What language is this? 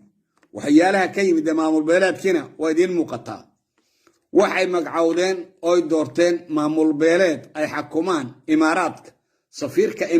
Somali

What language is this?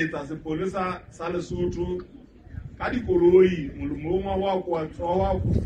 Southern Sotho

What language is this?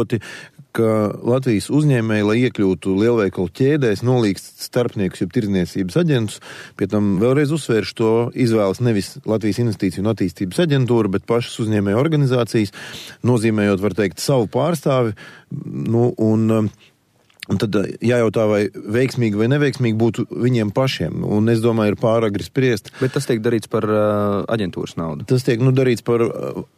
Latvian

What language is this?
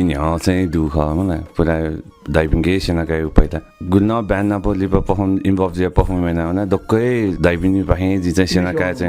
Newari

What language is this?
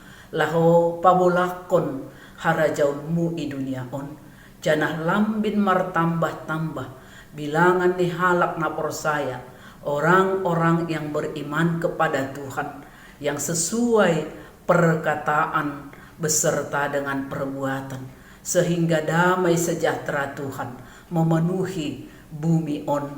Batak Simalungun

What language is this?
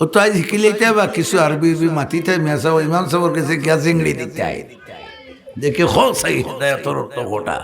Sylheti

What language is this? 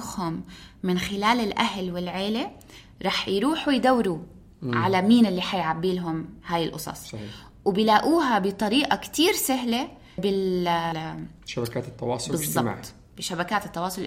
North Levantine Arabic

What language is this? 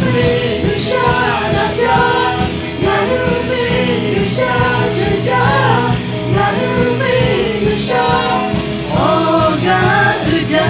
Lahu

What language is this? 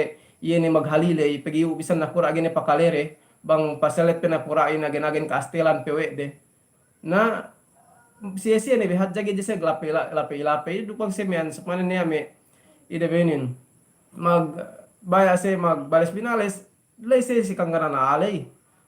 Yakan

